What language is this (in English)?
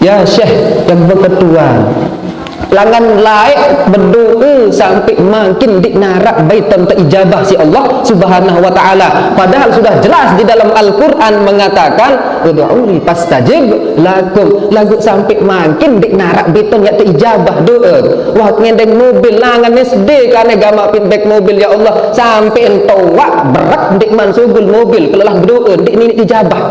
Sasak